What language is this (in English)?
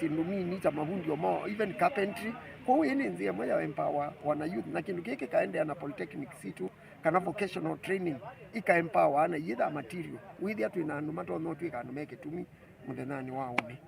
Kamba